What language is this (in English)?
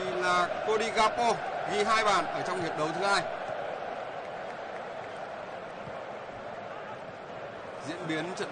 Vietnamese